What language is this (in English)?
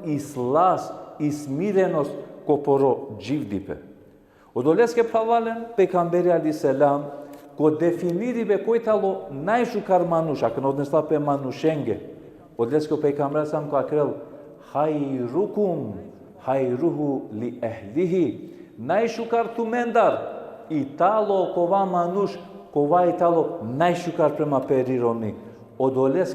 Balkan Romani